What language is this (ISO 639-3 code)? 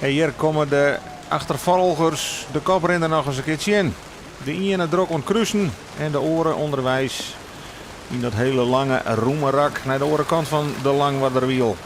fry